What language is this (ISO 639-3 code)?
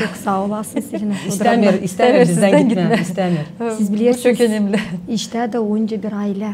gag